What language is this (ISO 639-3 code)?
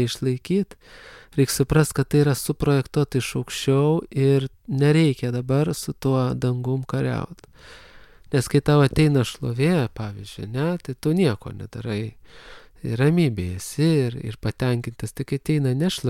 lit